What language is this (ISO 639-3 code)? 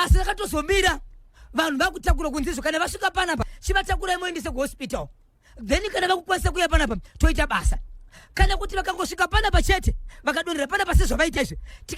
sna